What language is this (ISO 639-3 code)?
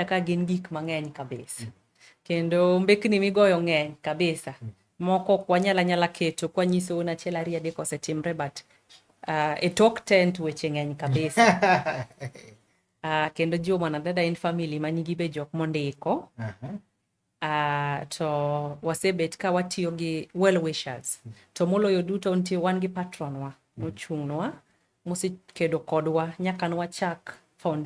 luo